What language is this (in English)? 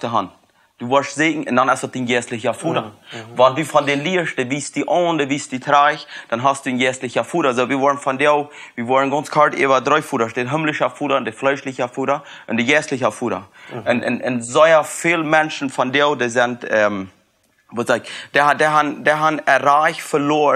Plautdietsch